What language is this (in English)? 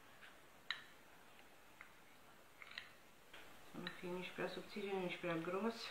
Romanian